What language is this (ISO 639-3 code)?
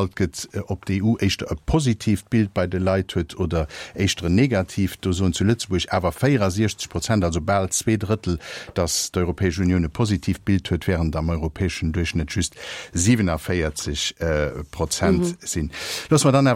ltz